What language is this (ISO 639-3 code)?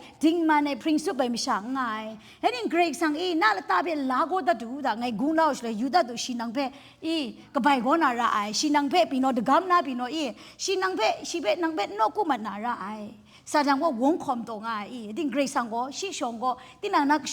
kac